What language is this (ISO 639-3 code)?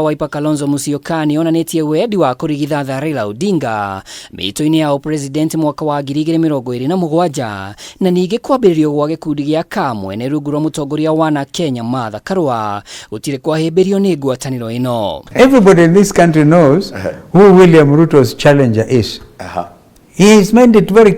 kik